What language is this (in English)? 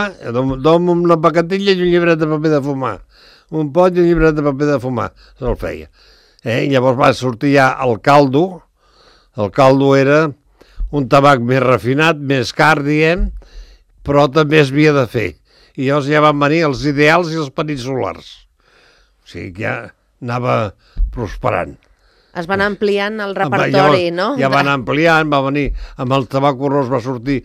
Catalan